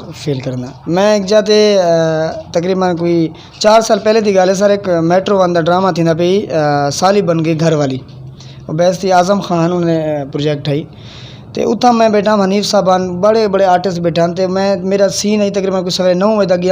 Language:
Western Panjabi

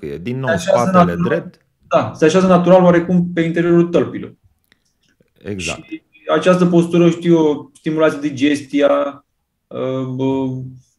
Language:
Romanian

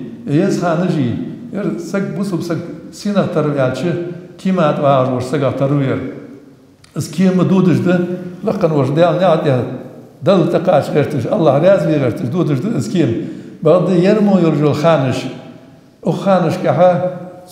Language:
Ingush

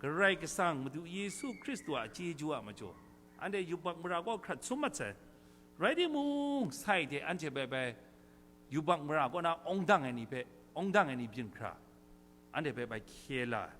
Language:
Kachin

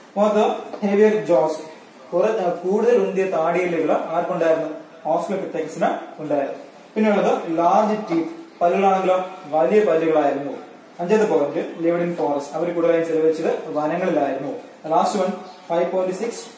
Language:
Malayalam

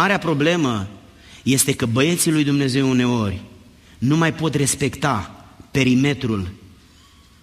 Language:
Romanian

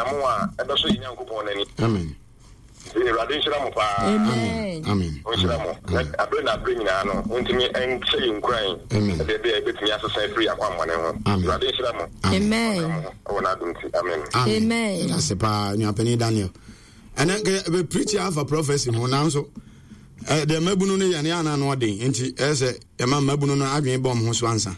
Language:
Akan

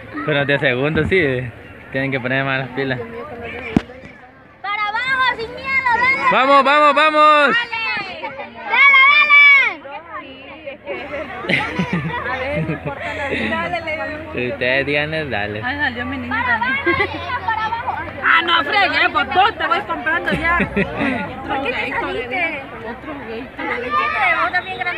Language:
Spanish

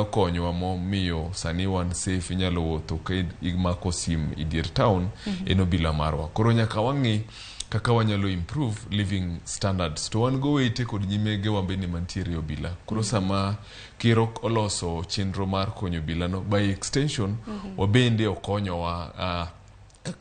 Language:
Luo (Kenya and Tanzania)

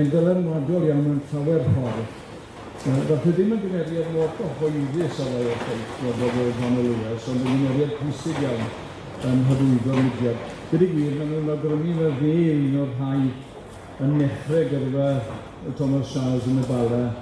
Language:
Welsh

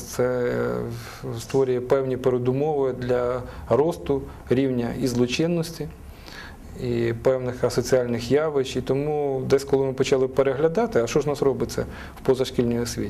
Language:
Ukrainian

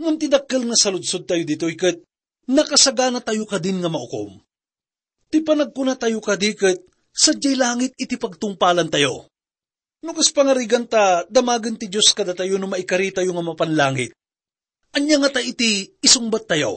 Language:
Iloko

